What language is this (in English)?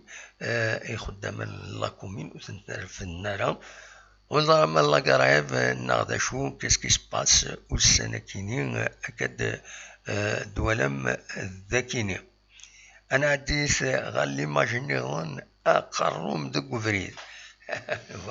Kabyle